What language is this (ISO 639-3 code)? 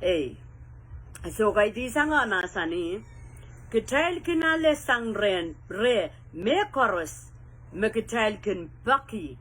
pon